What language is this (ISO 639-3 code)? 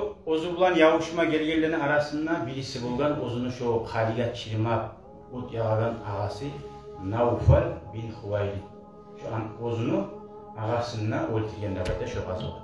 kum